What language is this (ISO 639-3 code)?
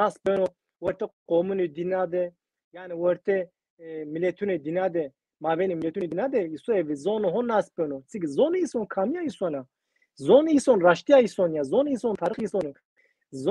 zza